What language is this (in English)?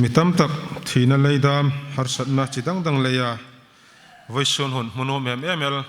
Hmar